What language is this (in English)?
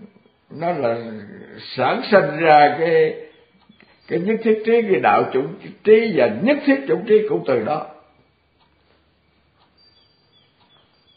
Vietnamese